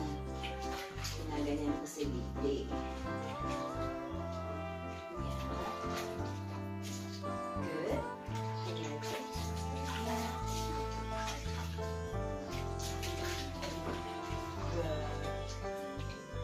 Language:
Filipino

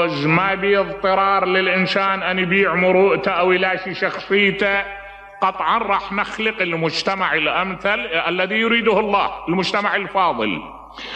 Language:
Mesopotamian Arabic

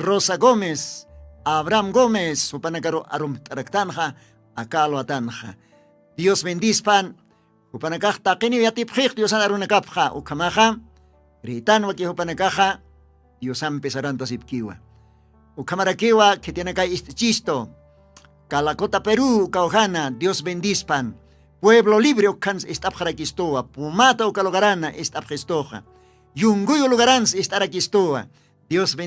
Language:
Aymara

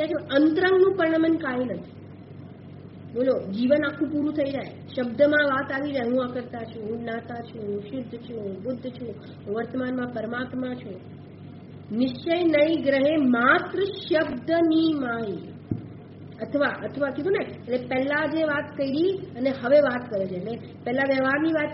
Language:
Gujarati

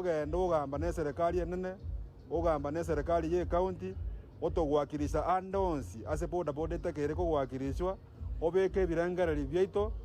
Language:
Gusii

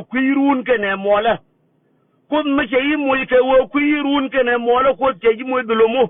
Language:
Nuer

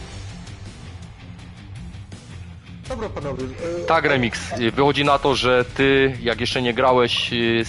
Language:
Polish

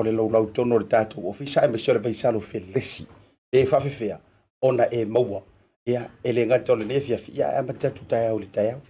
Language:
Samoan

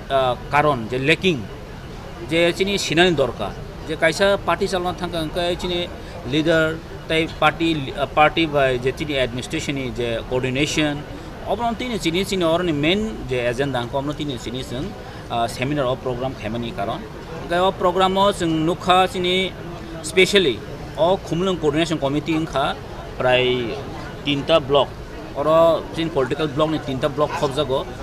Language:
Kok Borok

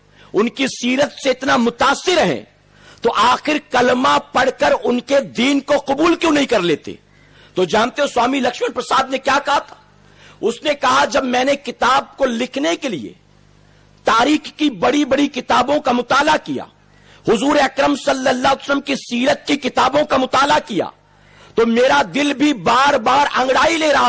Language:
Urdu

